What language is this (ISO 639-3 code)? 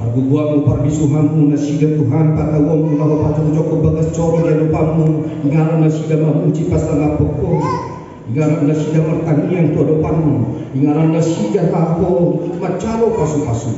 bbc